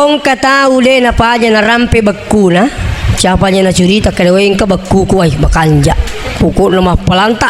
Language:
Buginese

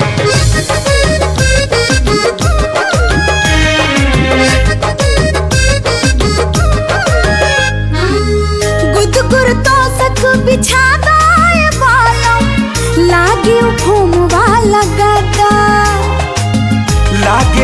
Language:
Bhojpuri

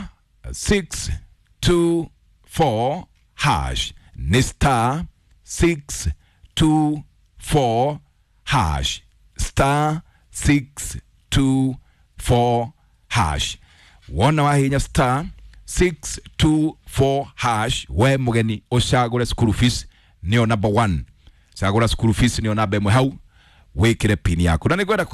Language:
Kikuyu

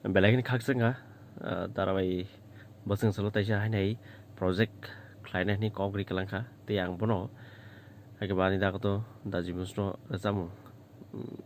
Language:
Kok Borok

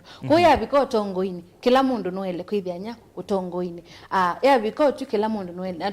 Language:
Kamba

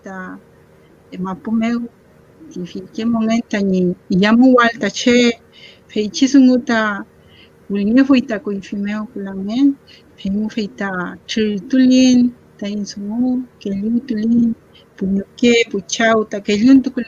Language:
Mapuche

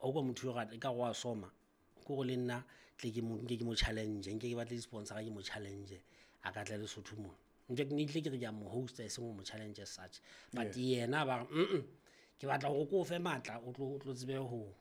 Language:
Southern Sotho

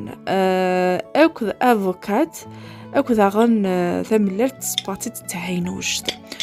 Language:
Kabyle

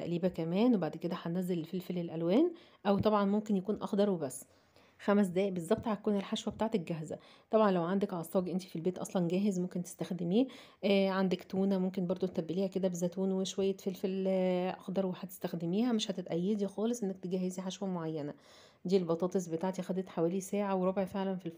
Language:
Egyptian Arabic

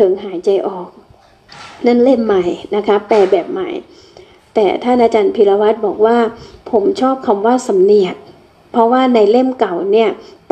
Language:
Thai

